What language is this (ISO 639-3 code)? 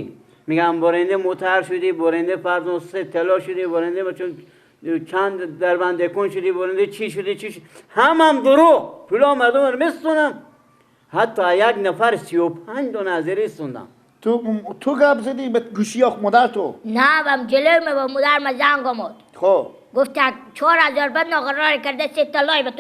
fas